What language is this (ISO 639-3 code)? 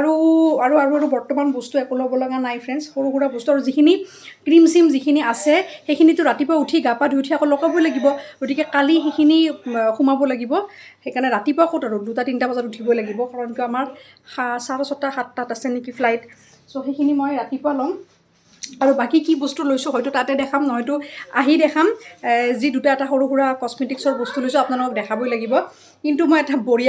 asm